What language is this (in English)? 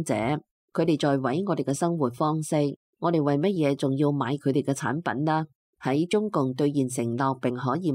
Cantonese